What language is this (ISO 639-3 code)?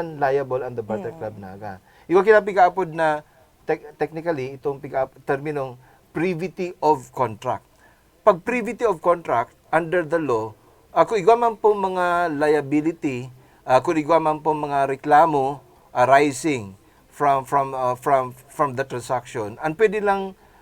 bik